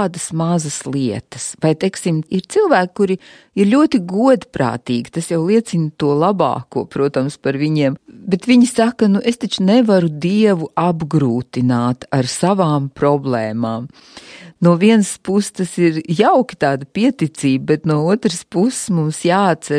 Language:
Latvian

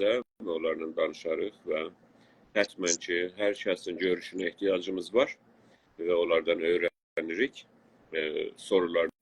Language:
South Azerbaijani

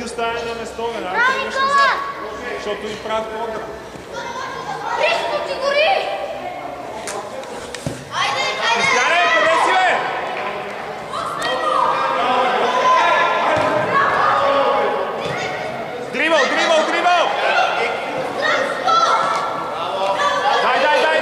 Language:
Bulgarian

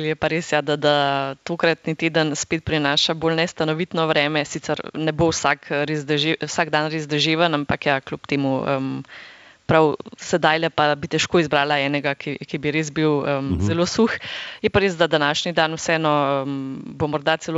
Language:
Slovenian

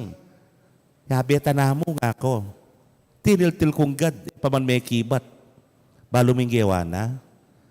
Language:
Pampanga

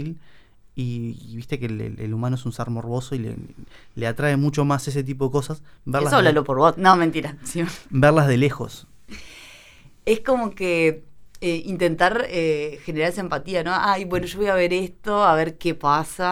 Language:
Spanish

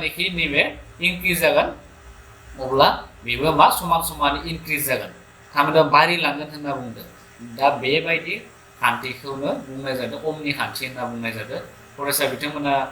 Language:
Bodo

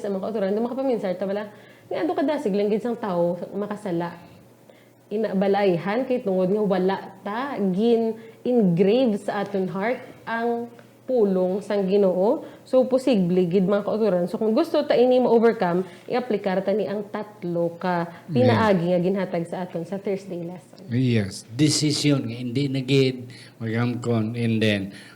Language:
Hiligaynon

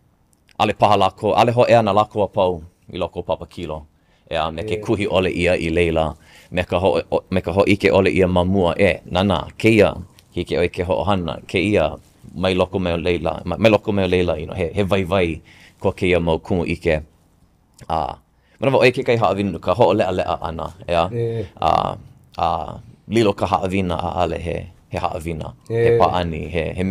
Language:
Hawaiian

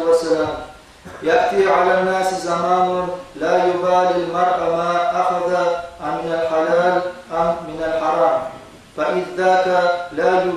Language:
Kumyk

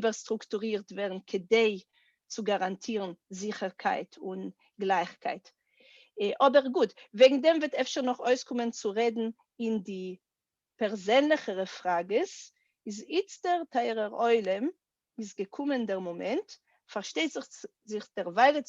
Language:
Yiddish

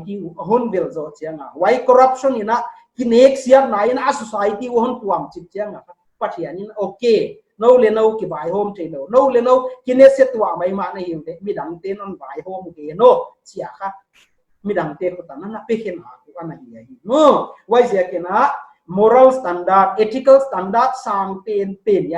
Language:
Paite Chin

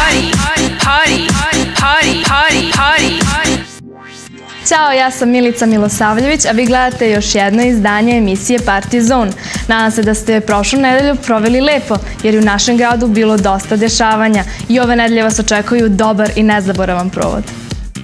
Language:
Serbian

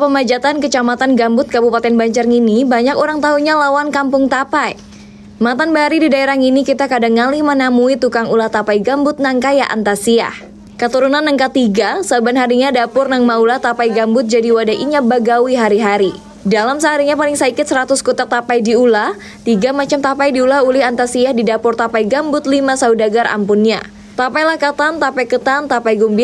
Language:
Banjar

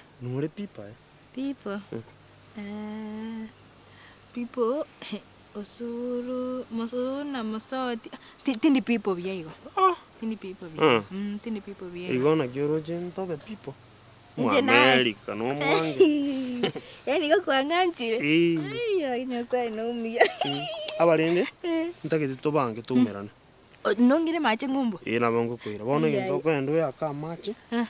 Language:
Gusii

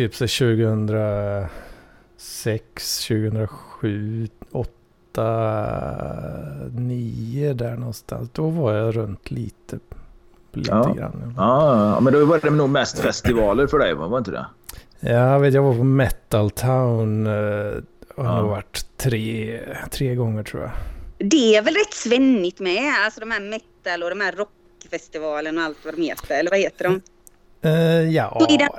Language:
Swedish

